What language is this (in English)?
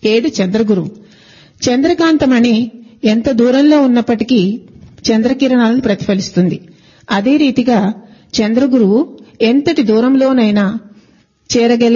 Telugu